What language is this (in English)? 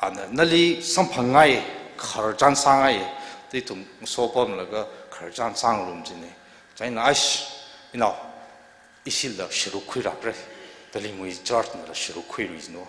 Tangkhul Naga (India)